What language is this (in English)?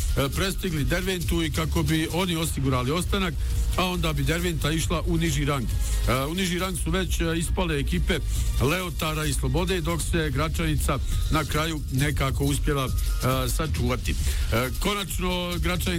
Bosnian